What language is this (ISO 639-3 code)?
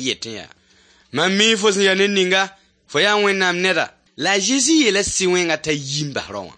mos